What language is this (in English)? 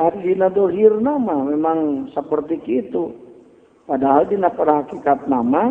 Sundanese